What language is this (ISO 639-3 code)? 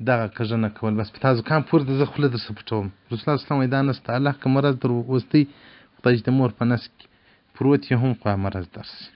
pus